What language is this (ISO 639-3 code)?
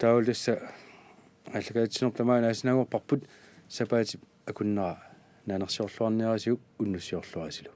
kal